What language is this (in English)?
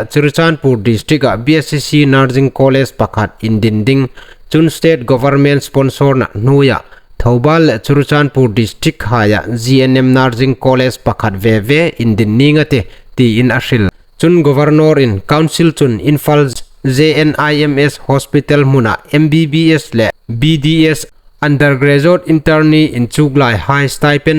Hmar